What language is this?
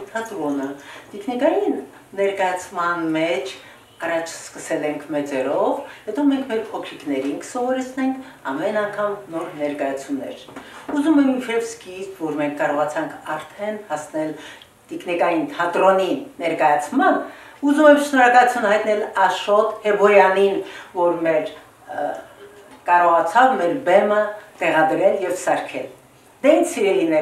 Armenian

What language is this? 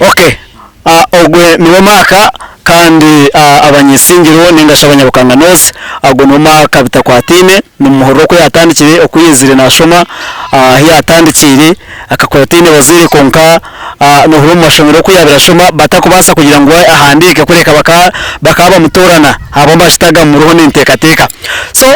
Nyankole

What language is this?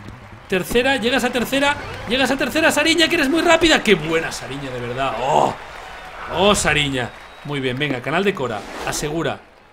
Spanish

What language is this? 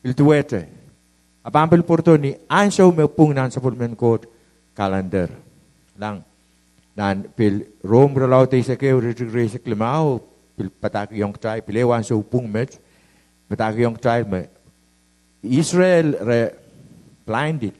Pohnpeian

